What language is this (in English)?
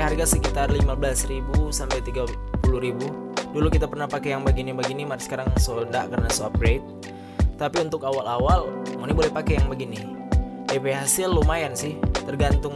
Manado Malay